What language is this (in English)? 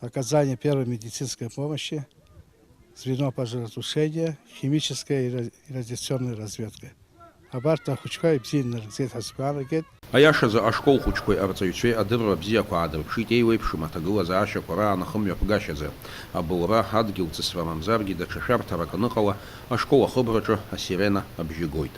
Abkhazian